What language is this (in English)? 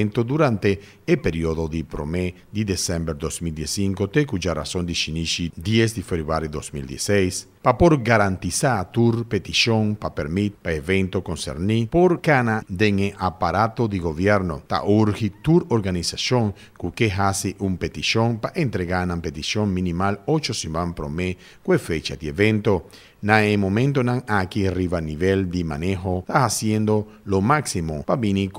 Papiamento